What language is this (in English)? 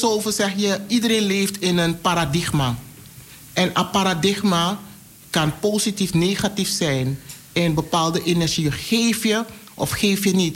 Dutch